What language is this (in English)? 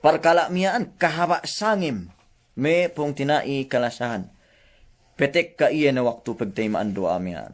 Yakan